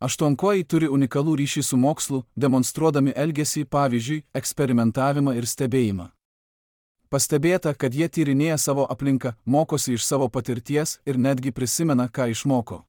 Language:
Lithuanian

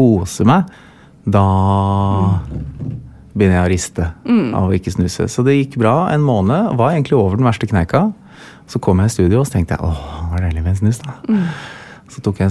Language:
Norwegian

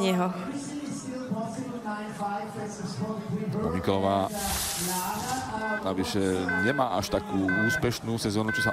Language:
Slovak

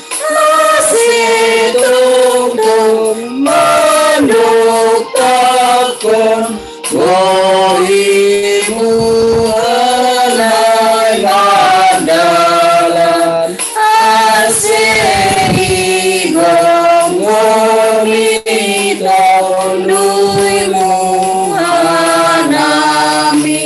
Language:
Batak Simalungun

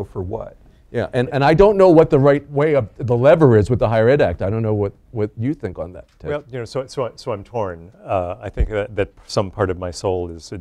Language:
English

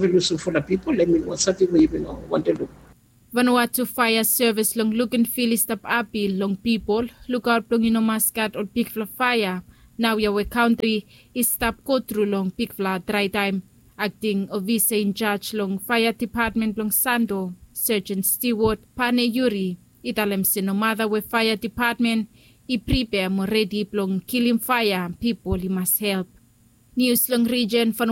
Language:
Bislama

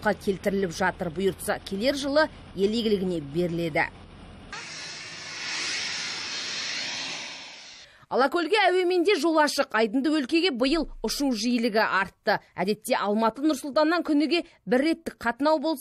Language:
Kazakh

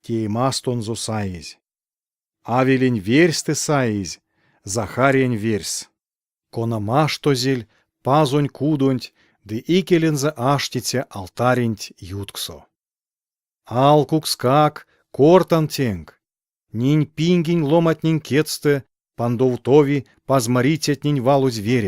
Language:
Erzya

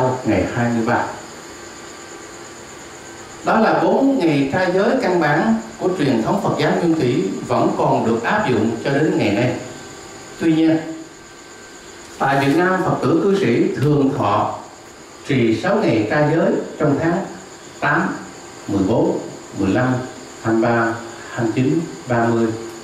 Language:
Vietnamese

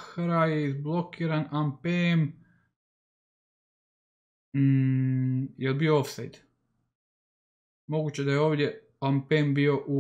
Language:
Croatian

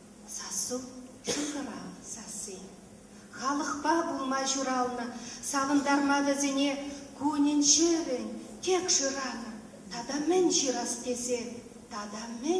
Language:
Chuvash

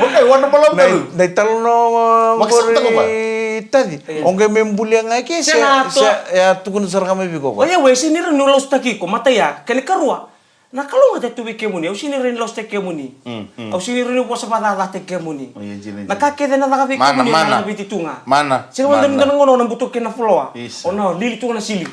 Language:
Fijian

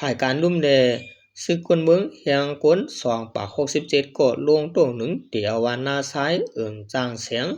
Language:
Shan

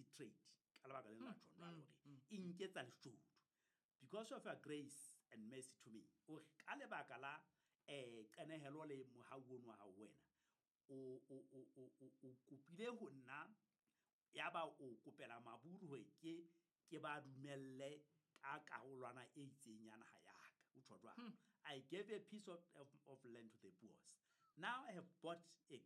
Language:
Southern Sotho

